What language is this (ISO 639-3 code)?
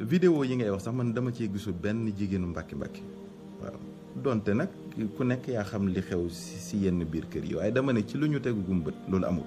wol